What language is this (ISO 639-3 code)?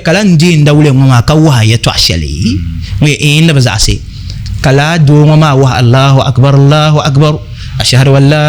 dag